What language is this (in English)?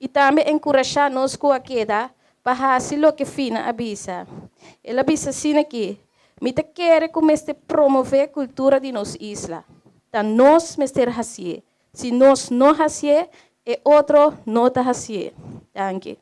Papiamento